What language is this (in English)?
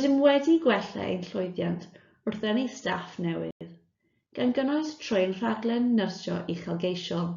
Welsh